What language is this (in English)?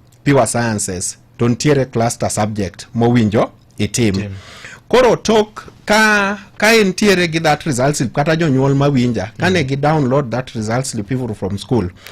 Luo (Kenya and Tanzania)